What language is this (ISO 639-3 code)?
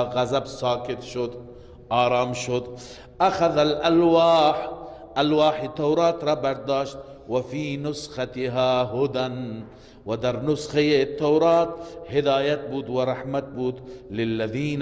fas